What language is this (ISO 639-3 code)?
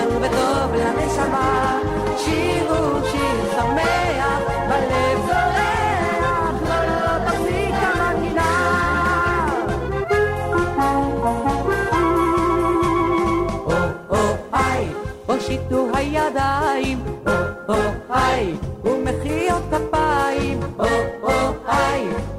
heb